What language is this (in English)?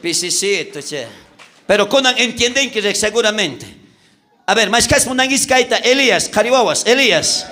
South Bolivian Quechua